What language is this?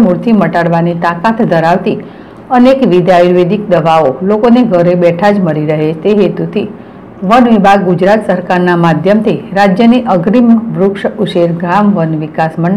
Gujarati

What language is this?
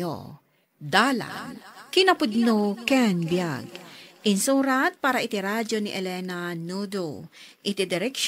Iloko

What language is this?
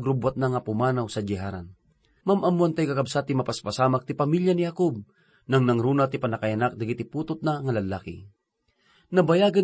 Iloko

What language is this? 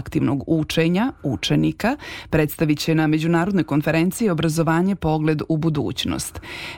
Serbian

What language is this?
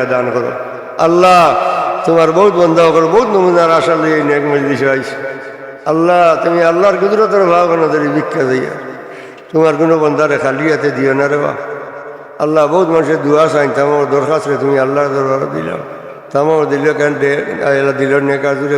Sylheti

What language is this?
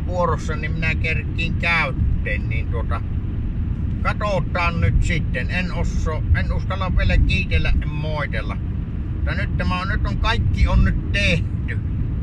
Finnish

